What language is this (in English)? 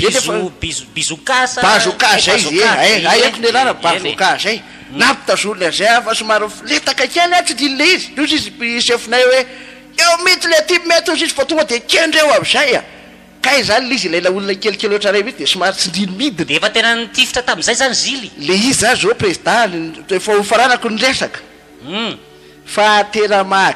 Malagasy